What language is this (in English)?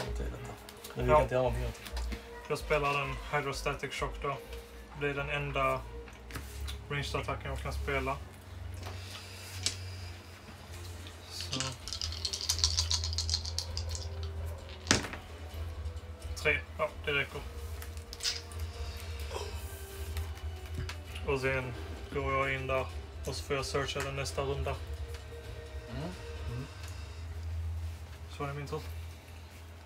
Swedish